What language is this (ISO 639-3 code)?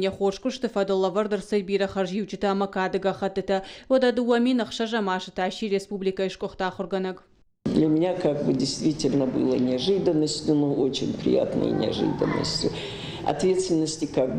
oss